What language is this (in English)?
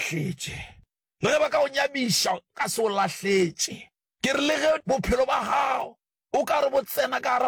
Northern Sotho